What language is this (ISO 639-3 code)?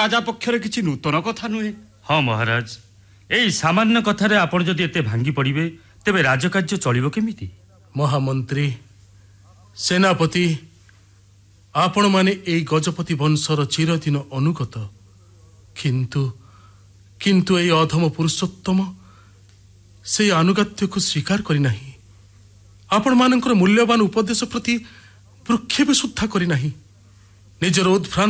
ori